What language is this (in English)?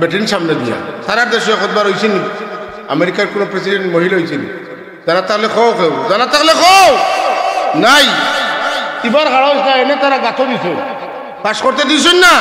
Sylheti